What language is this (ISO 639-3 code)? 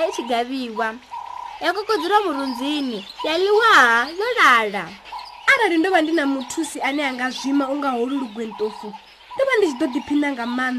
ven